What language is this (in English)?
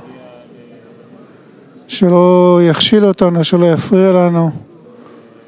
Hebrew